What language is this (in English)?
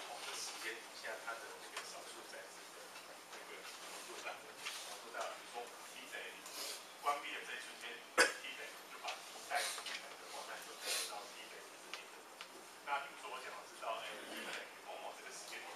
Chinese